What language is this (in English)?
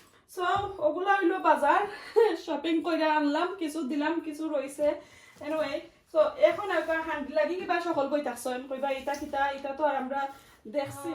Sylheti